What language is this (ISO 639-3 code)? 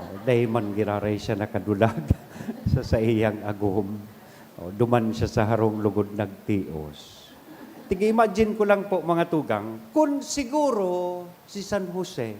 bik